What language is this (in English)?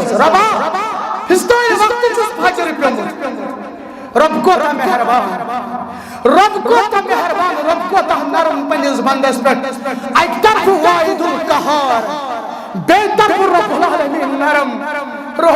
Kashmiri